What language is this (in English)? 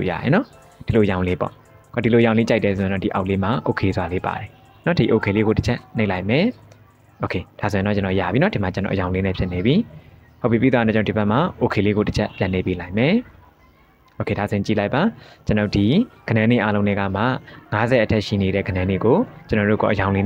Burmese